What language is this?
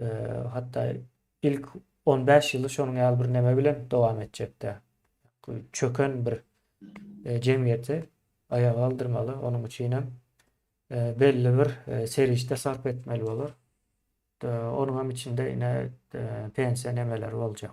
Turkmen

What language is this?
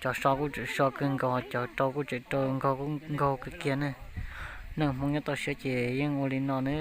Hmong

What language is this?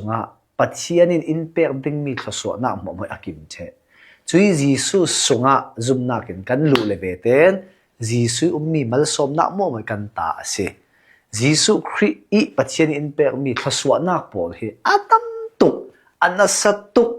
Hakha Chin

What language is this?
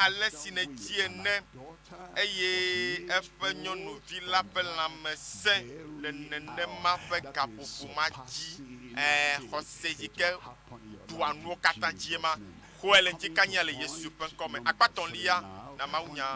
Ewe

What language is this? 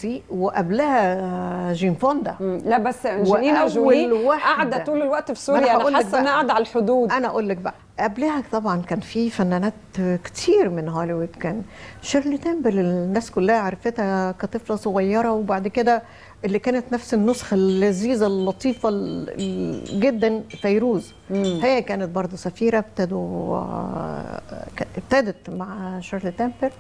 Egyptian Arabic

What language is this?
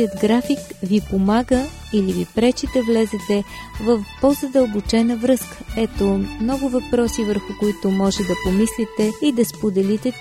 Bulgarian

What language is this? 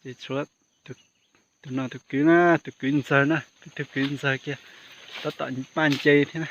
Hmong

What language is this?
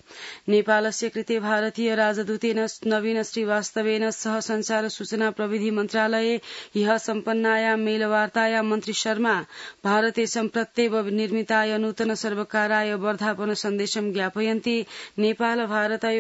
Sanskrit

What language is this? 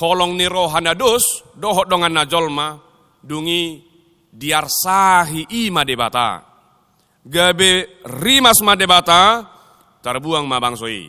Batak Toba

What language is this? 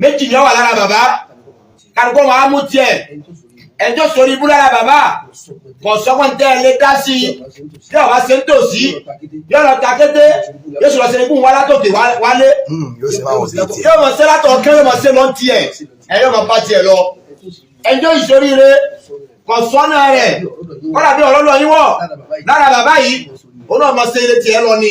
Yoruba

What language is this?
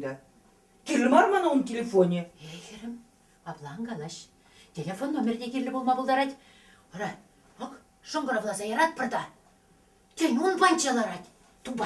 Chuvash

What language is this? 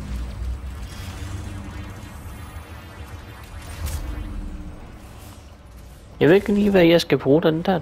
Danish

